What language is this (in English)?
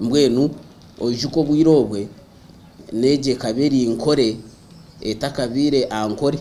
Nyankole